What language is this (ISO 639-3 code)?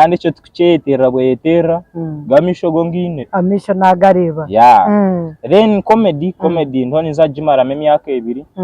nyn